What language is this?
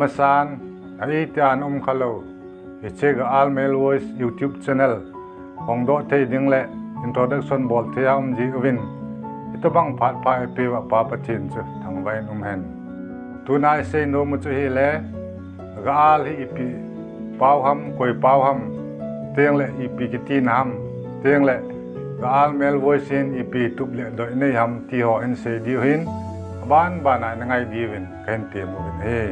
Thado Chin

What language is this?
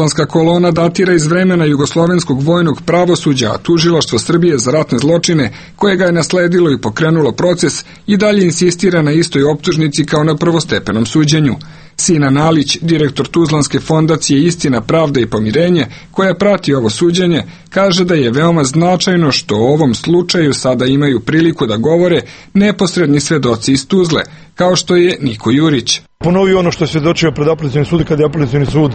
Serbian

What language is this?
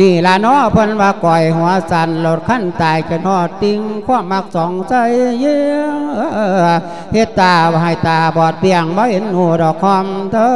Lao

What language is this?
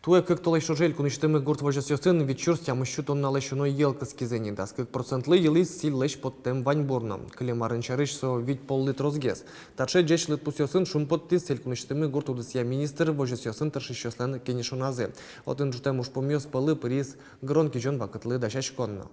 Udmurt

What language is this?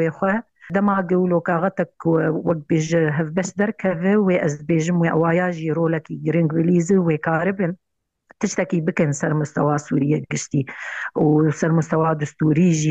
Kurdish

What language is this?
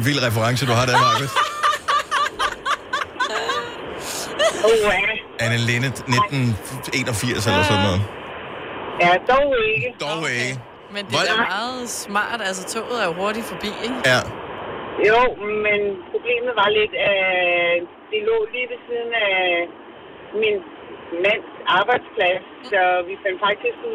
Danish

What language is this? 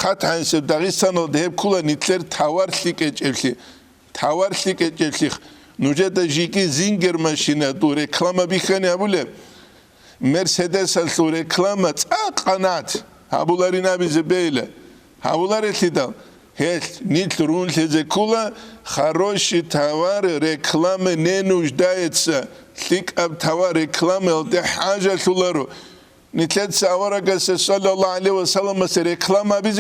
Avaric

